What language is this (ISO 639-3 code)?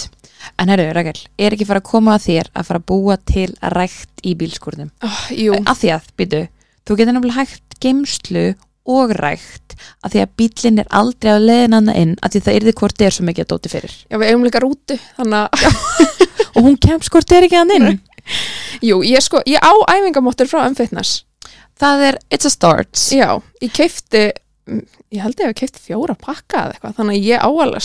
isl